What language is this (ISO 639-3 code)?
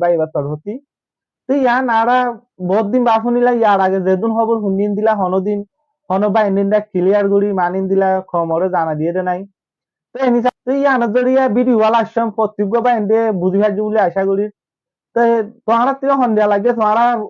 rhg